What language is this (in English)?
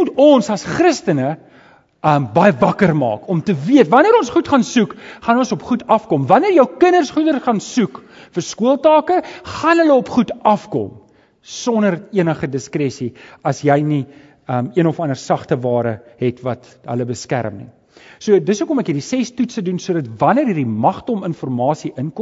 Afrikaans